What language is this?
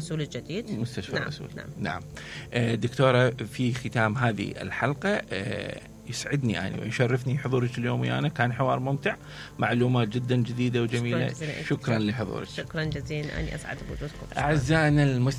Mesopotamian Arabic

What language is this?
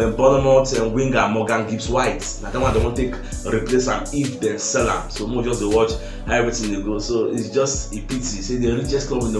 Nigerian Pidgin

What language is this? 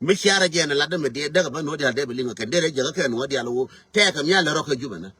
Nuer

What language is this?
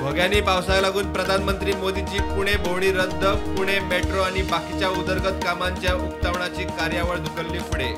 Konkani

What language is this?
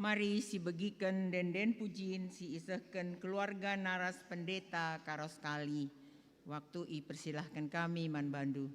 Batak Karo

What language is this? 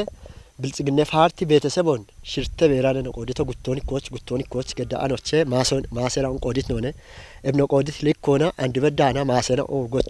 Kafa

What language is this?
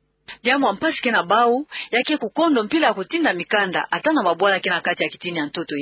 Kituba (Democratic Republic of Congo)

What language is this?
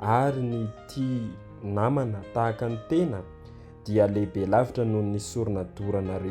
Malagasy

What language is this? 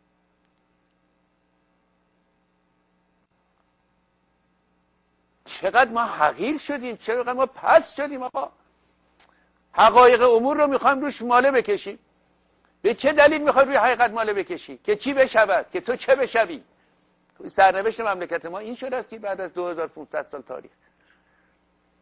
Persian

